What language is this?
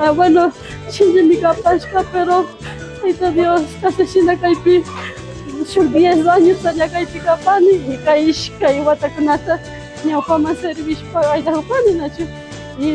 Imbabura Highland Quichua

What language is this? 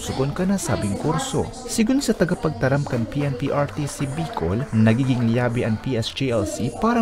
Bikol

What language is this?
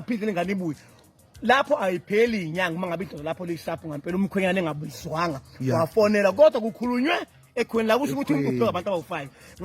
Zulu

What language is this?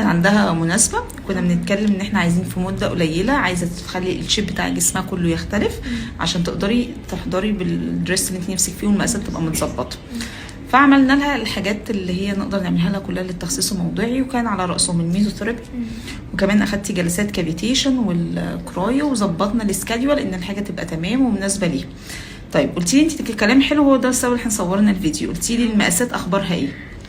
Egyptian Arabic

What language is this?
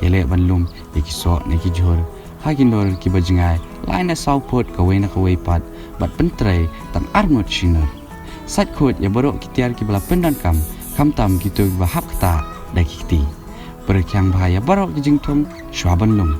Khasi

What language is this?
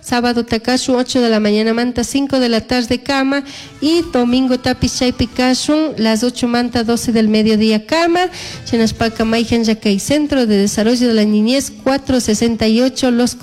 Chimborazo Highland Quichua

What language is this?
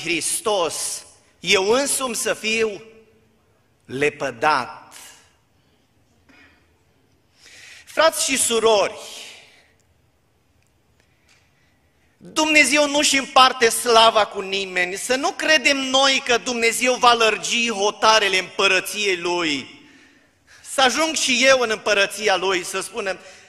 Romanian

